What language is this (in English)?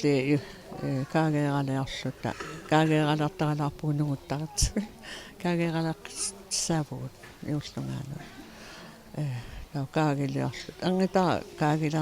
Kalaallisut